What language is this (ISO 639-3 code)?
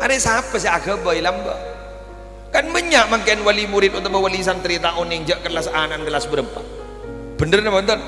mad